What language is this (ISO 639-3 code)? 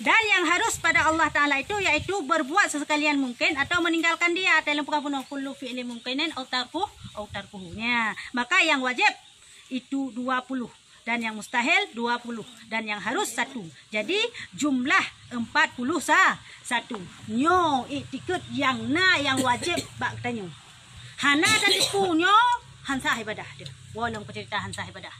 ace